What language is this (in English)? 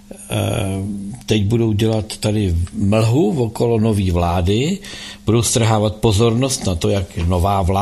Czech